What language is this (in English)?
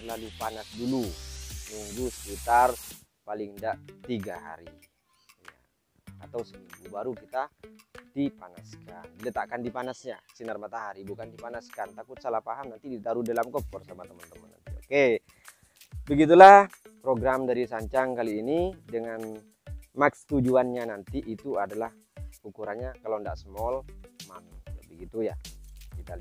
Indonesian